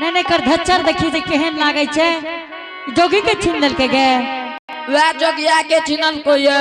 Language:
Angika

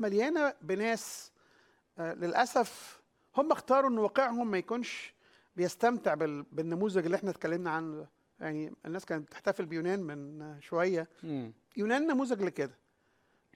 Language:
Egyptian Arabic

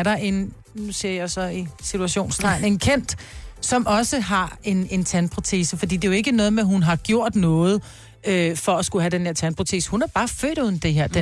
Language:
Danish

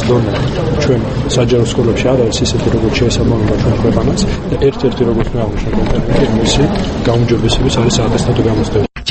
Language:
Georgian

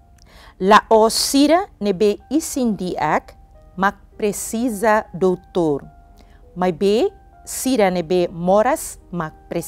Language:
Tetum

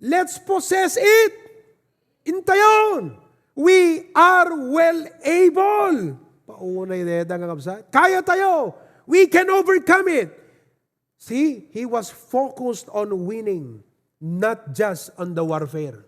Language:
Iloko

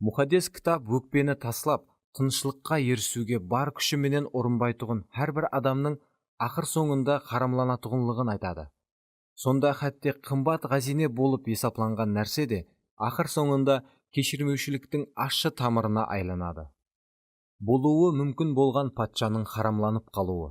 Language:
Kara-Kalpak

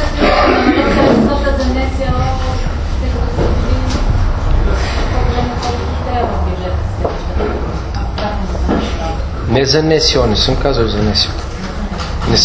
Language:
Bulgarian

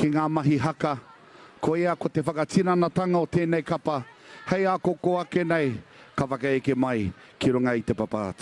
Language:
Māori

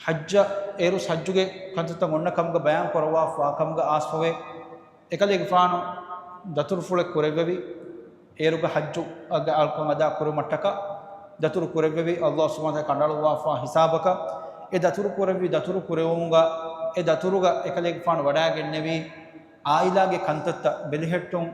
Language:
Divehi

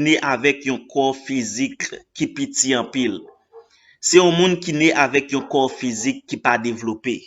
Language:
Haitian Creole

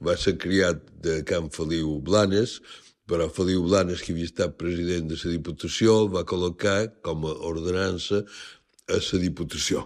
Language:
Catalan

